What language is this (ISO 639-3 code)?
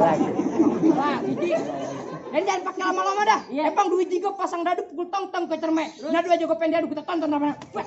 bew